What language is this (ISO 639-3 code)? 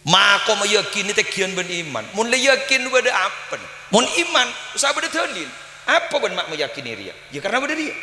mad